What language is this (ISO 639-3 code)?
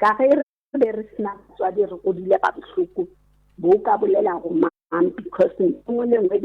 nso